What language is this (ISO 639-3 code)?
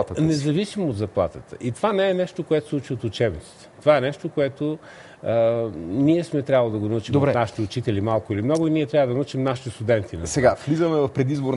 bul